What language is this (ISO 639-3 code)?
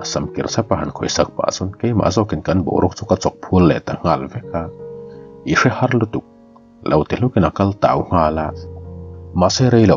lus